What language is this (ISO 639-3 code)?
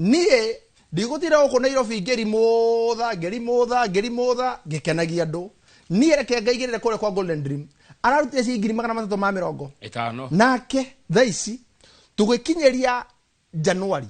kik